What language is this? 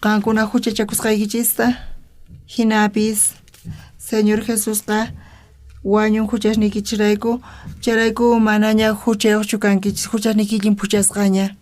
South Bolivian Quechua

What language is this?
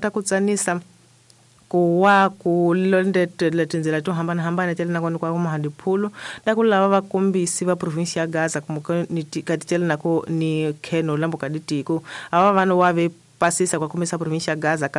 Tsonga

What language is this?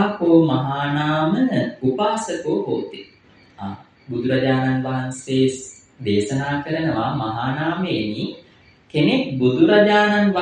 Sinhala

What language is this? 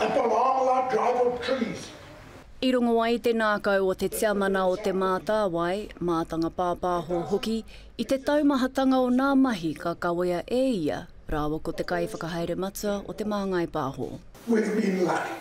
Māori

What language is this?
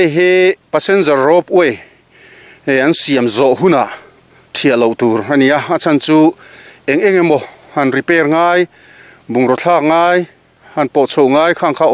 Mizo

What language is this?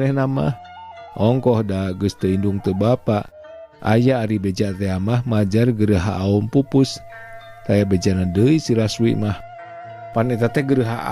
Sundanese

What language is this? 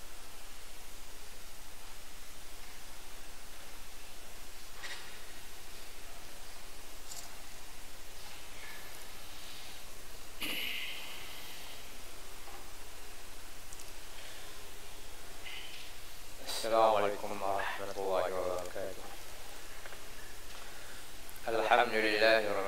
Malay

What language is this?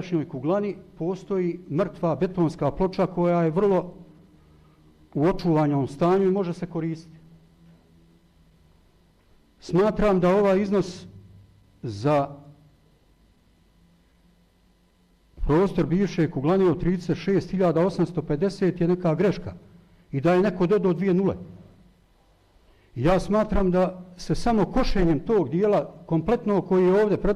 Bosnian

